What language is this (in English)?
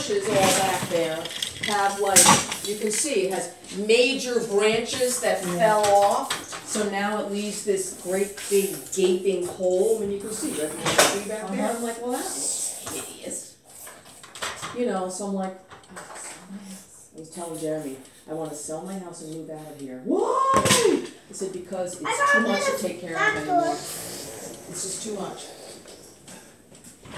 English